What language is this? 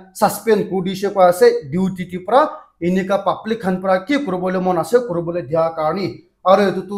Naga Pidgin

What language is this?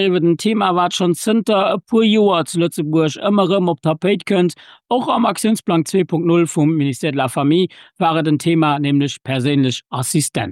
Luxembourgish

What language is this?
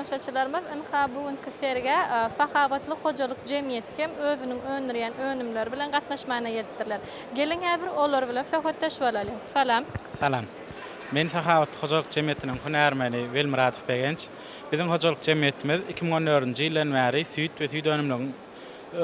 Turkmen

